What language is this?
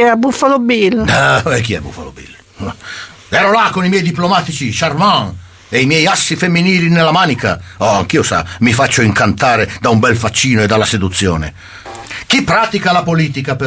Italian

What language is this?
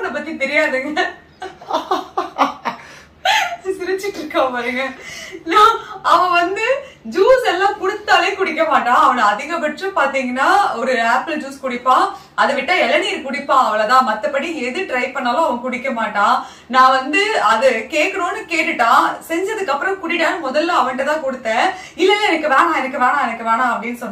Tamil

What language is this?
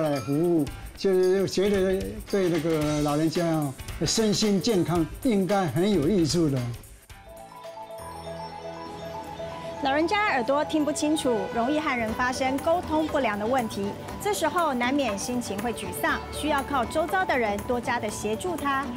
Chinese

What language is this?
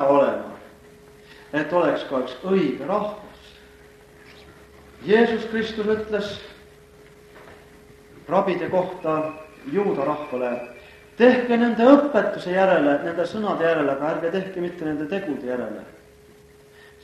Estonian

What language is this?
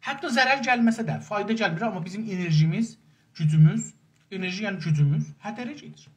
South Azerbaijani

